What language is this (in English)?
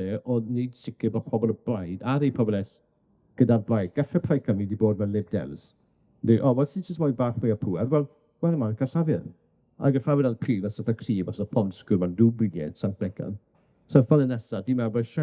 Welsh